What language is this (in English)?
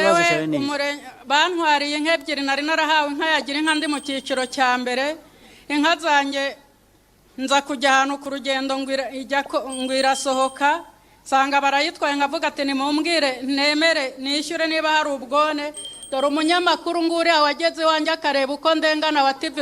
Kinyarwanda